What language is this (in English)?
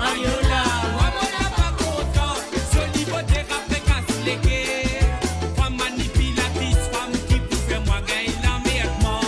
Morisyen